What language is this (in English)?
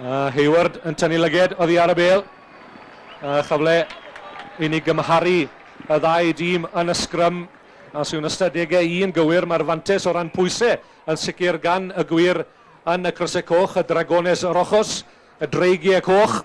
Welsh